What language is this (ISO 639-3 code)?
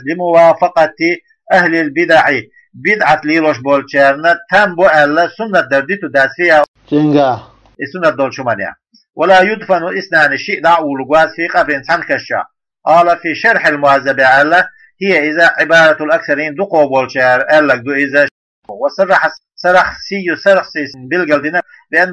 che